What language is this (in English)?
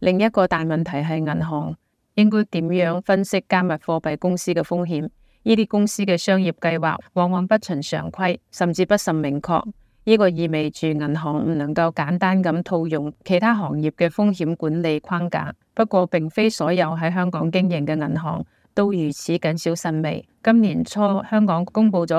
Cantonese